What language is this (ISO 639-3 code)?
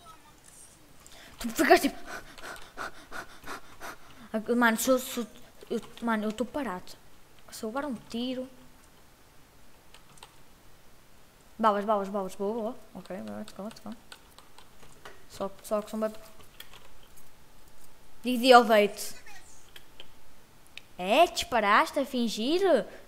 por